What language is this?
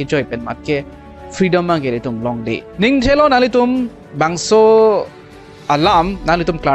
Karbi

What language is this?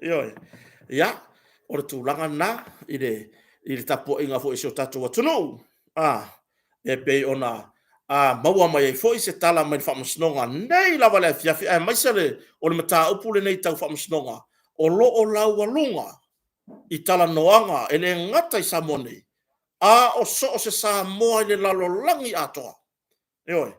Samoan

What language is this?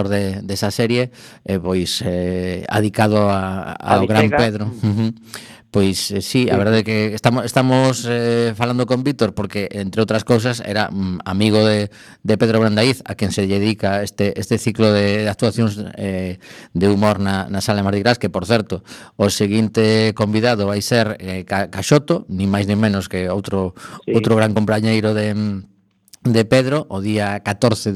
Galician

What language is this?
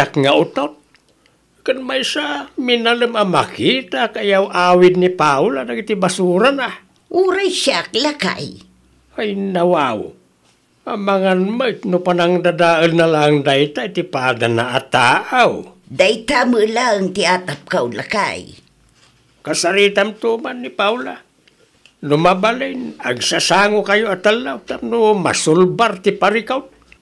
Iloko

